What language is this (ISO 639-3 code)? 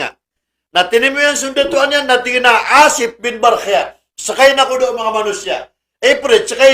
mrw